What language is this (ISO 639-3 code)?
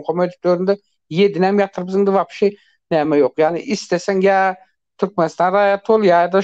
tuk